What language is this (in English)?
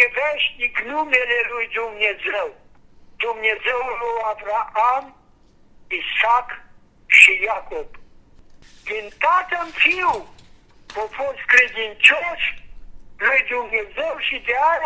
Romanian